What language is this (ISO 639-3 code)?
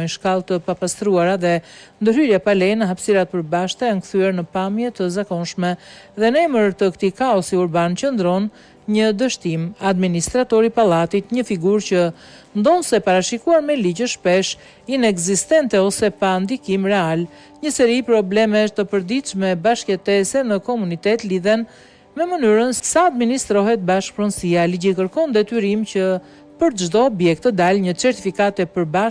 sqi